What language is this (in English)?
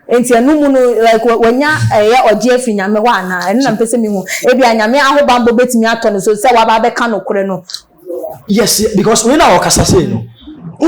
Akan